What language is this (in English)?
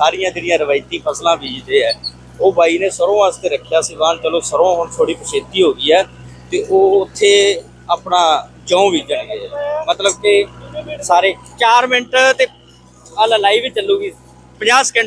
Punjabi